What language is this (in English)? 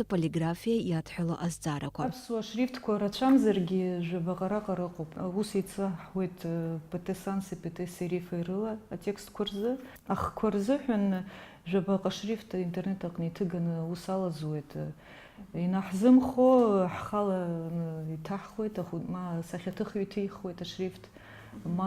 Abkhazian